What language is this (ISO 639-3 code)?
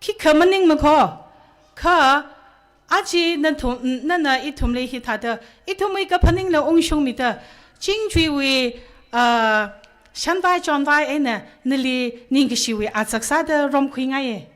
nmf